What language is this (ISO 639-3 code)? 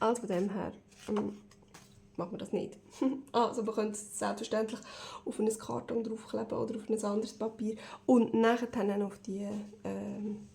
gsw